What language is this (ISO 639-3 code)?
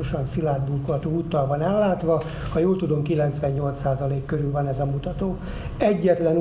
hun